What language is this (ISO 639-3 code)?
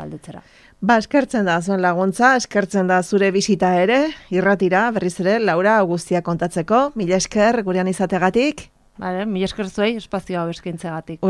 eus